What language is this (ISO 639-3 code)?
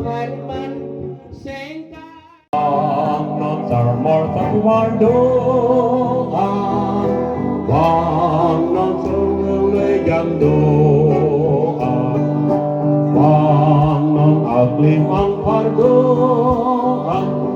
mjw